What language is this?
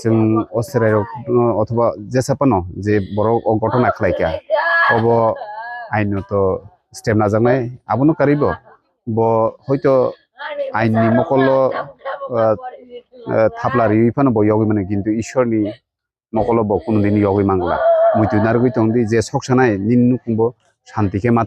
Kok Borok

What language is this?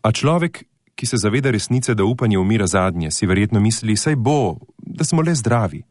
Slovenian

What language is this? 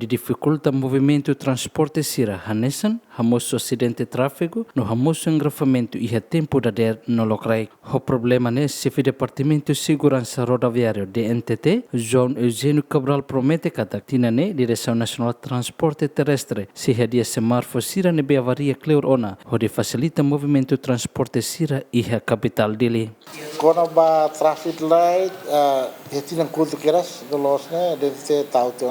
Tetum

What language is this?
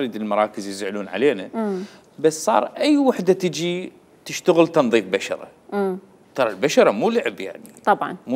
Mesopotamian Arabic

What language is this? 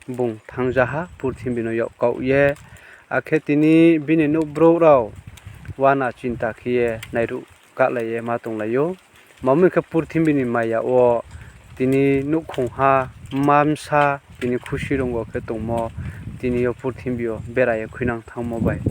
Riang (India)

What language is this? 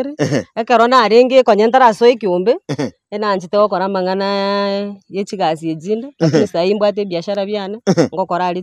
Gusii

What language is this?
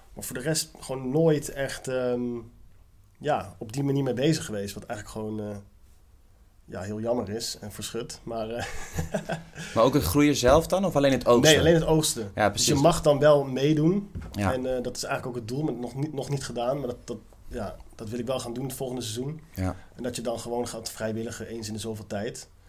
Dutch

